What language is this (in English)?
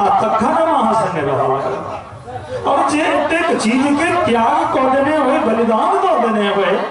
Maithili